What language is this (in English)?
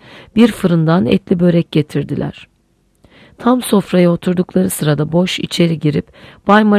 Turkish